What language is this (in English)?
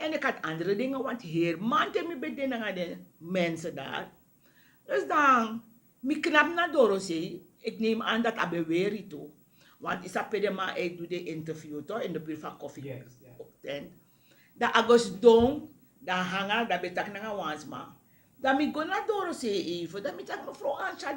Sranan Tongo